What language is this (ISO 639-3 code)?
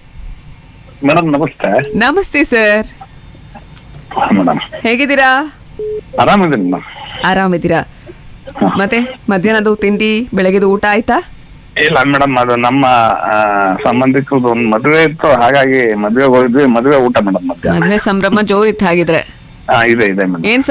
kan